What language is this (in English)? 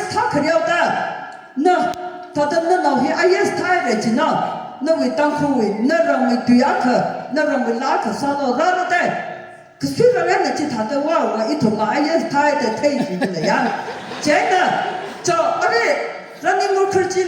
Tangkhul Naga (India)